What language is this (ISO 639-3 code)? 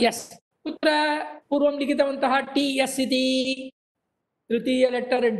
san